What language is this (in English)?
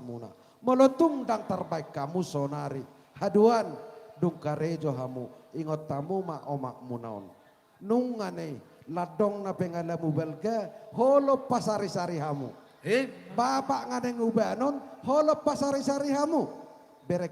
Batak Toba